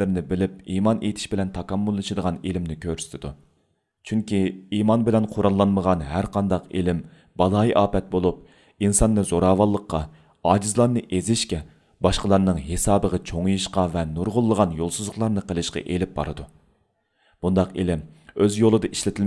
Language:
Uyghur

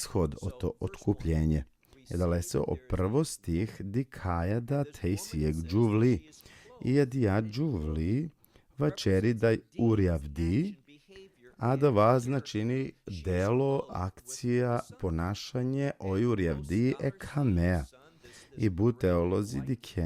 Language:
Balkan Romani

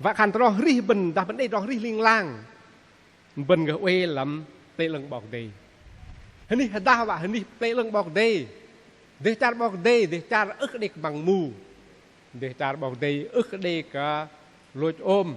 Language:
Bahnar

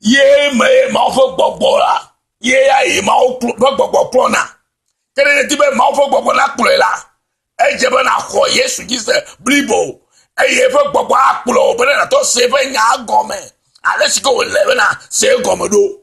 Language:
Ewe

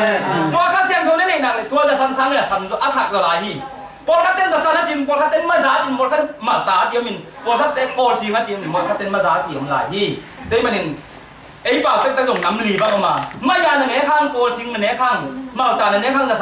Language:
Tedim Chin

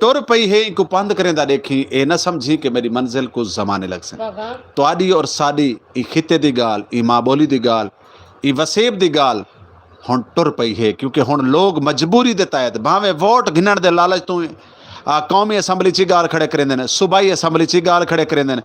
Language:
Saraiki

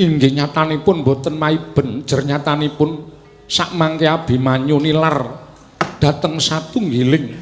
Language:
Javanese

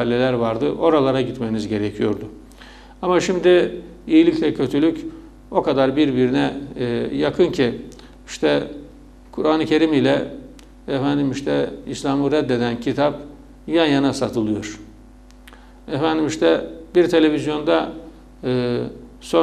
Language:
Turkish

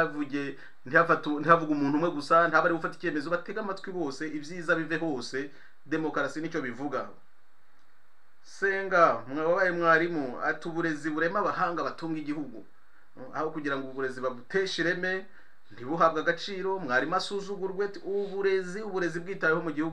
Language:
Kinyarwanda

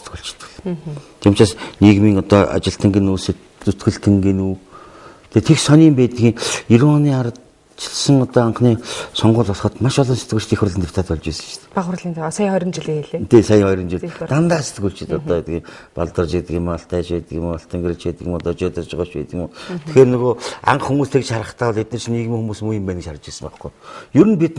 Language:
Mongolian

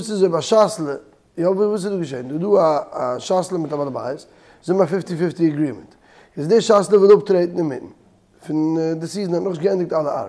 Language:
Yiddish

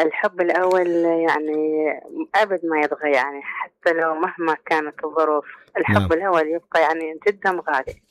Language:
Mesopotamian Arabic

